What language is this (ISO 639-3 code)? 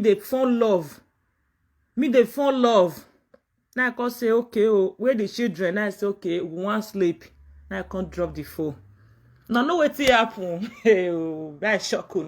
pcm